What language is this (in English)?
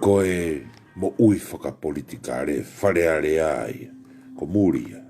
Tongan